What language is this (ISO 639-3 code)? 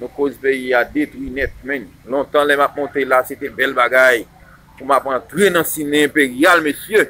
hat